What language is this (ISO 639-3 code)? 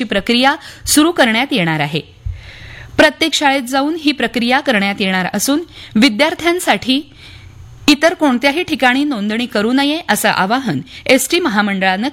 mar